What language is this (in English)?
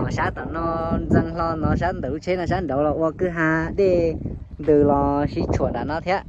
Hmong